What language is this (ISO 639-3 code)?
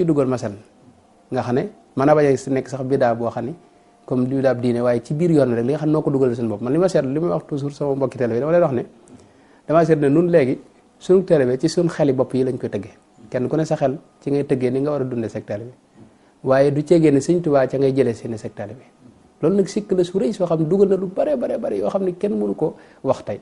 wol